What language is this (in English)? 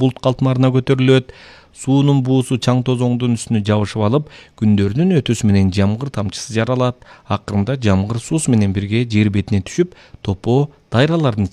Kyrgyz